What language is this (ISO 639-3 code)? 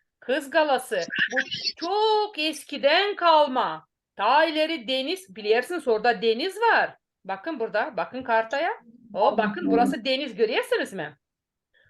gag